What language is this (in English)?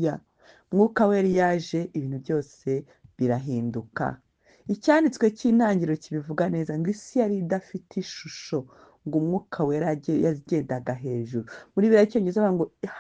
Kinyarwanda